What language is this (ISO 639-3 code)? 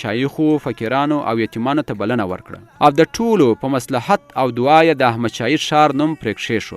pus